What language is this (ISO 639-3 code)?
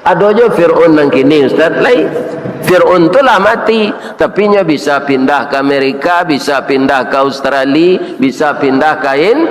min